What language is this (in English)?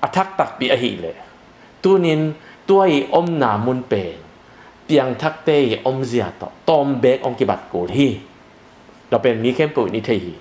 Tedim Chin